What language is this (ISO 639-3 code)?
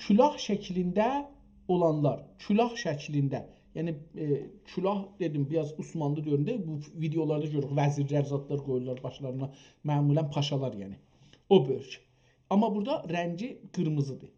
azb